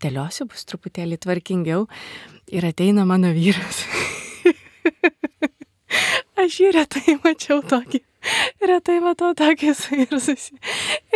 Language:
Lithuanian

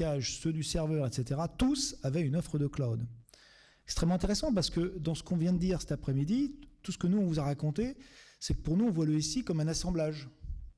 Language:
French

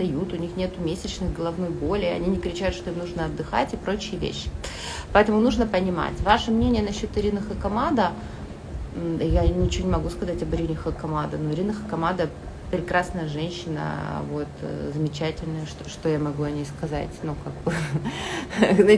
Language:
Russian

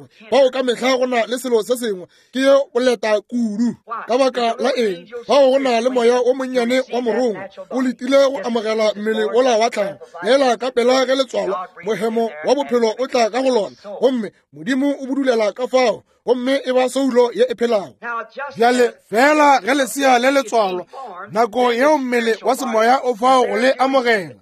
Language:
Northern Sotho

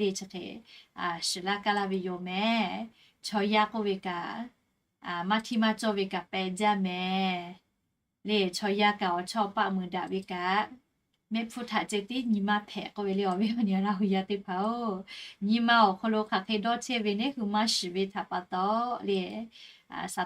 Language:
Lahu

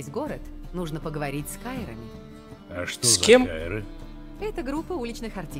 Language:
Russian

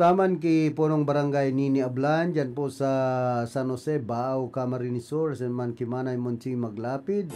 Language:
Bikol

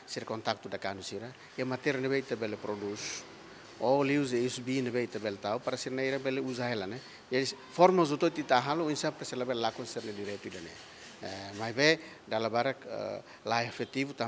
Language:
Tetum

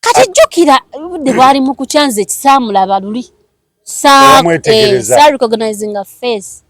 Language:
Ganda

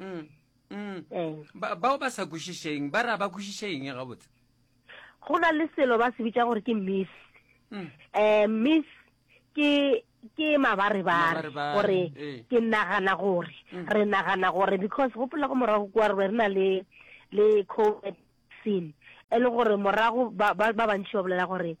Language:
Northern Sotho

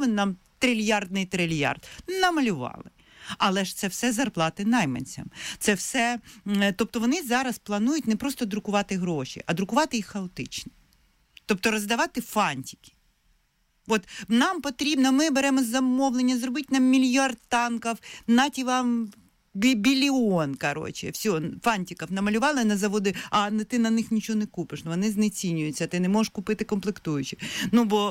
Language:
Ukrainian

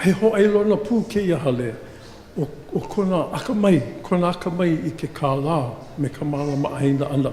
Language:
Hawaiian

